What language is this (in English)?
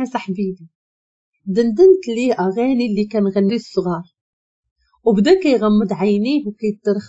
Moroccan Arabic